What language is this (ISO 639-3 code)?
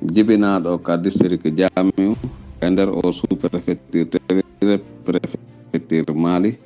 ful